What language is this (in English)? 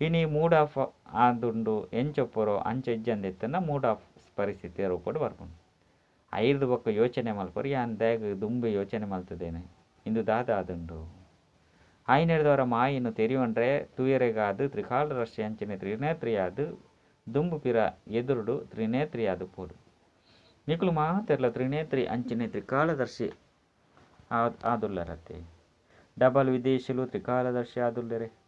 Tulu